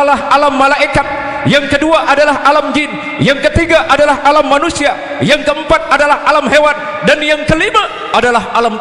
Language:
Sasak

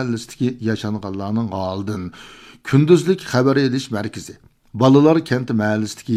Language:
Uyghur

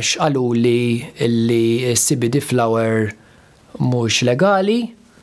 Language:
Maltese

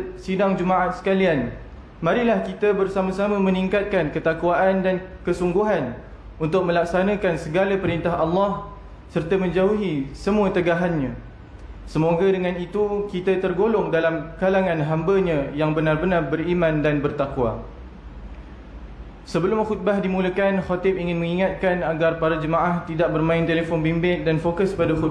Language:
Malay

